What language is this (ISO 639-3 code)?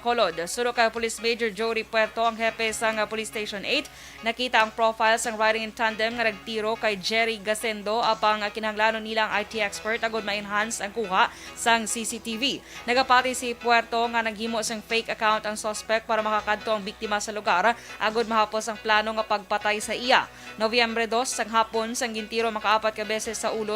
hil